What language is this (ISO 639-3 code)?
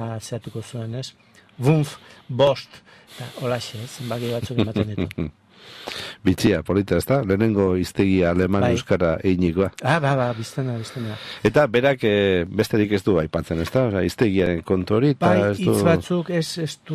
eus